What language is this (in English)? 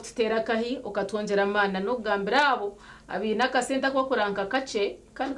Nyankole